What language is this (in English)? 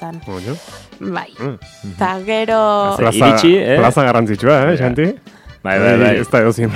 Basque